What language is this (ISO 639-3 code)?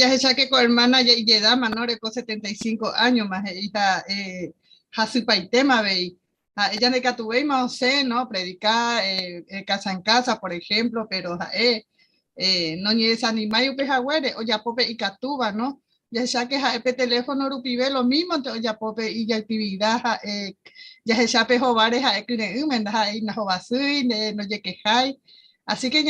grn